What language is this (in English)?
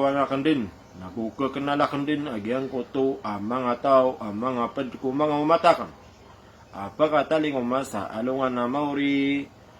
Maranao